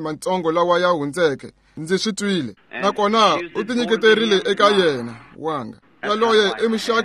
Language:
Tsonga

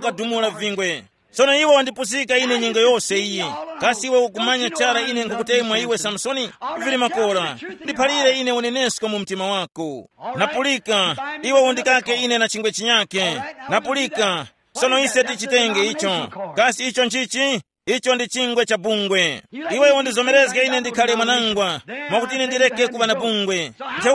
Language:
Tumbuka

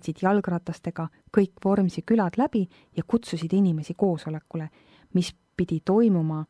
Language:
Estonian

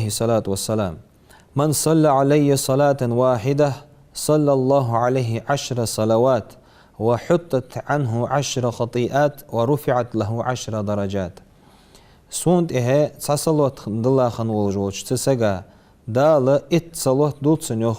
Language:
Ingush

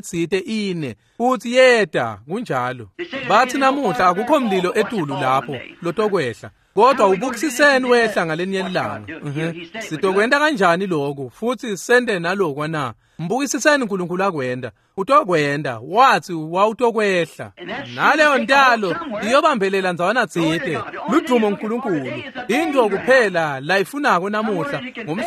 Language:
Swati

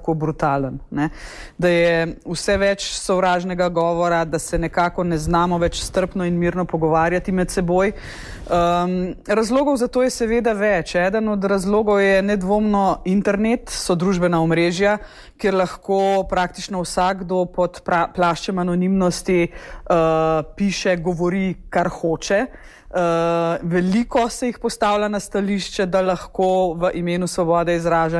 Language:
Slovenian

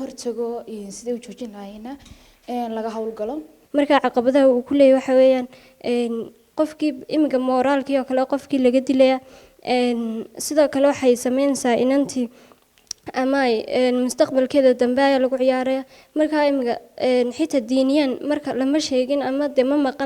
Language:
Somali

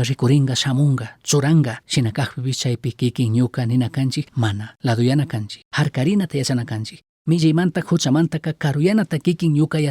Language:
Chimborazo Highland Quichua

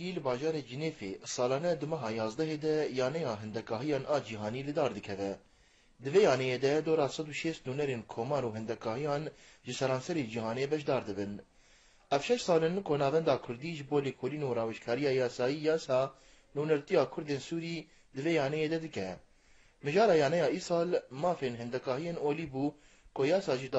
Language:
Kurdish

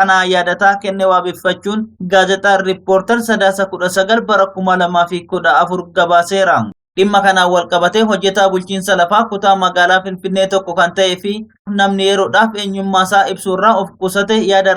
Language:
Oromo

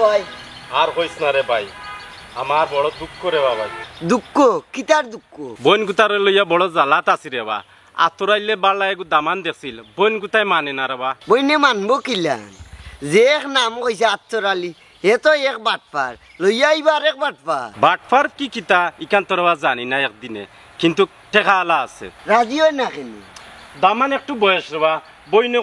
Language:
Sylheti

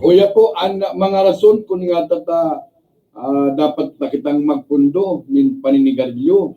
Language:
Bikol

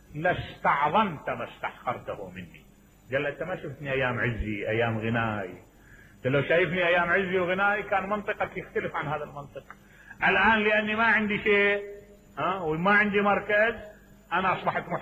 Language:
Mesopotamian Arabic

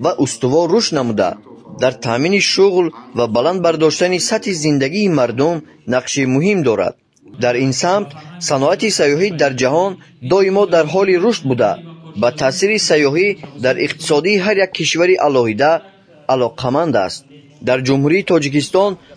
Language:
Tajik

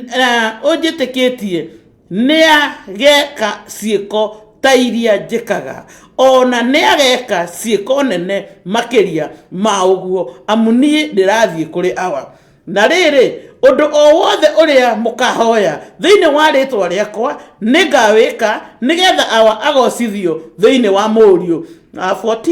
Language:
Kikuyu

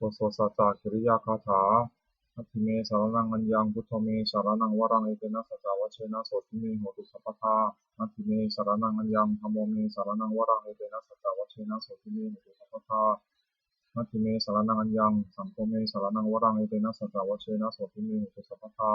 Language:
Pali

